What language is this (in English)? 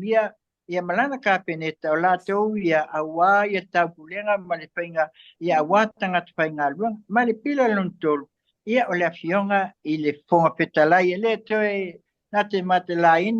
Samoan